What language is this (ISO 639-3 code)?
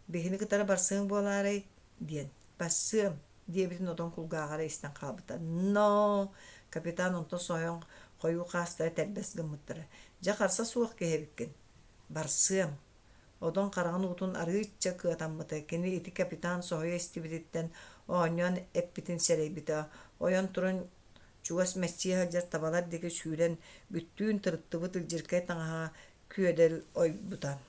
sah